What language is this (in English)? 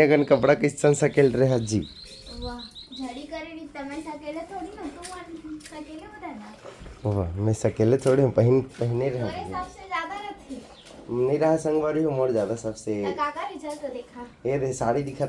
Chhattisgarhi